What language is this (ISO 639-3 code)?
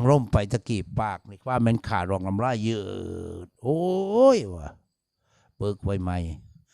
tts